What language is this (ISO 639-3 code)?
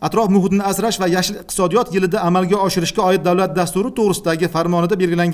uzb